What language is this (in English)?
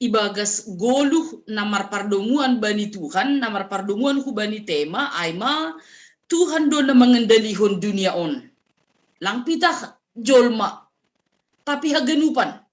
Batak Simalungun